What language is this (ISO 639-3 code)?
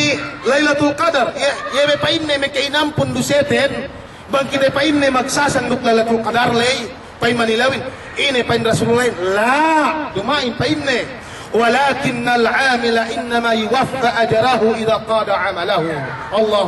yka